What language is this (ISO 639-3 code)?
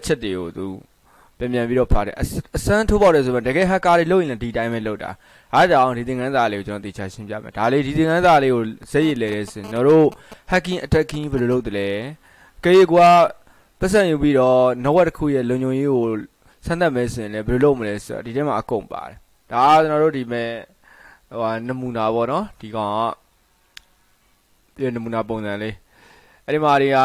mya